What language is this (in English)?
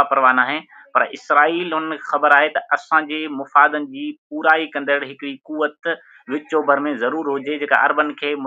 Sindhi